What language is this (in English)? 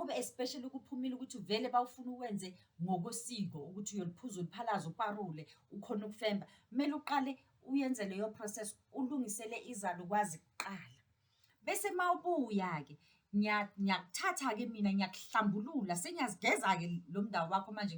Zulu